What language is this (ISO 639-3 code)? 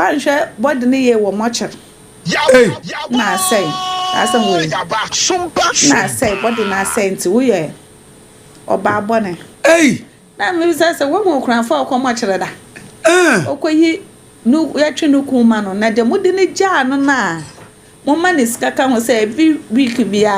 aka